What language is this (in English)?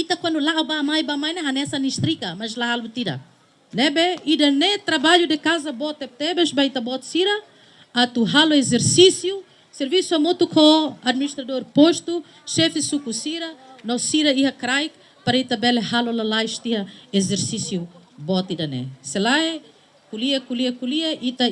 Tetum